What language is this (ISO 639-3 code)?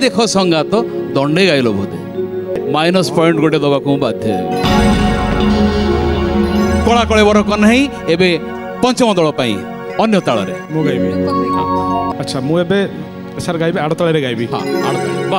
ori